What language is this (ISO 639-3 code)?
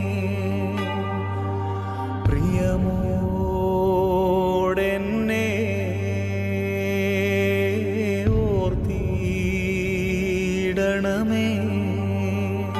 mal